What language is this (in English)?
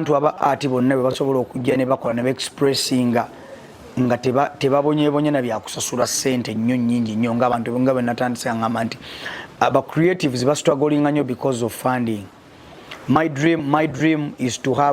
Ganda